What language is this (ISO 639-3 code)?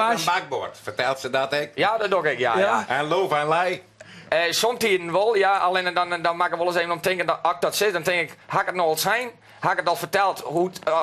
fry